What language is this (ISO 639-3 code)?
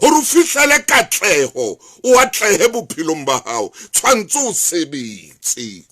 sot